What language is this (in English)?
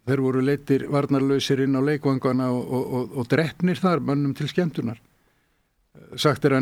Icelandic